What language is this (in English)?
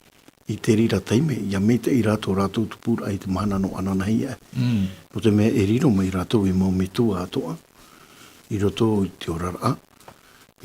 Tahitian